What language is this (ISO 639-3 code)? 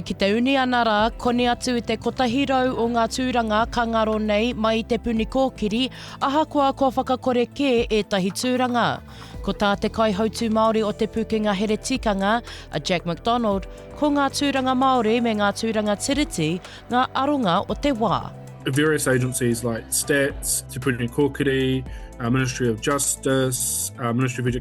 mri